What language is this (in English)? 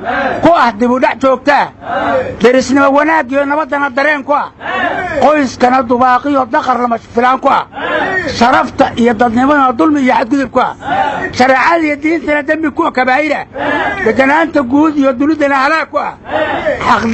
Somali